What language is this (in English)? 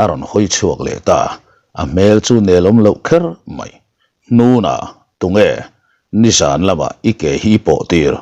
Mizo